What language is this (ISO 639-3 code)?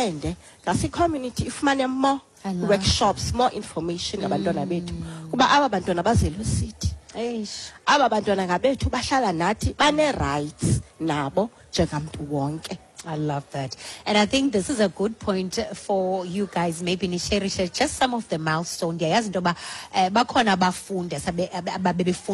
xho